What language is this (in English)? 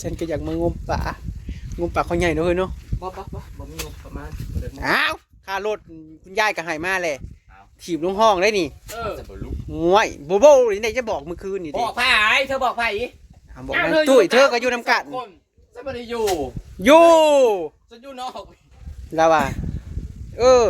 Northeastern Thai